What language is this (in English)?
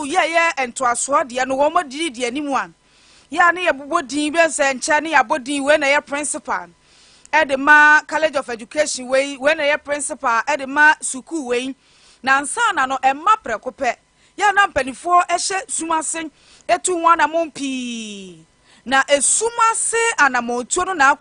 Akan